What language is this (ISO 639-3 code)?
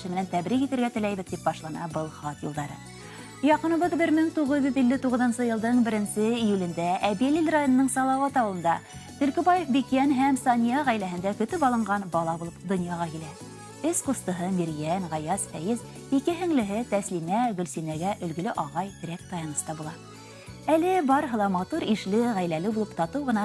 bak